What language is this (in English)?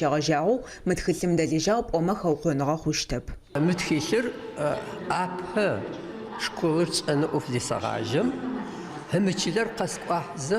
Adyghe